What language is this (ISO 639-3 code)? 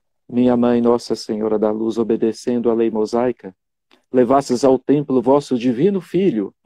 por